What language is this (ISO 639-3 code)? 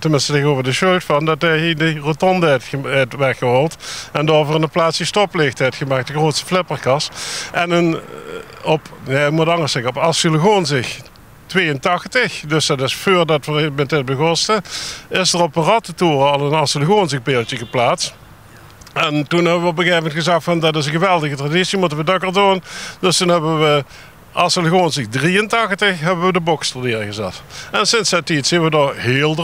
lim